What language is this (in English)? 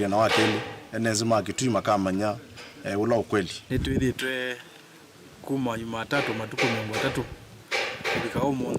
Kamba